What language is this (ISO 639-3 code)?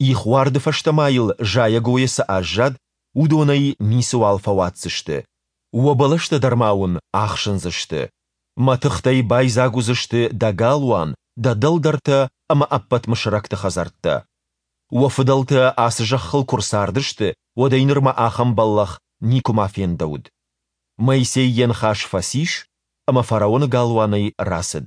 oss